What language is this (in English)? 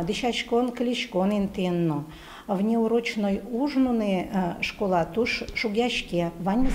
Udmurt